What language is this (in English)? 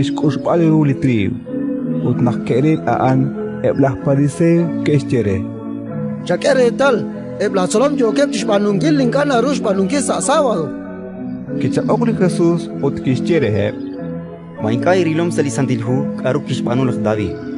Kekchí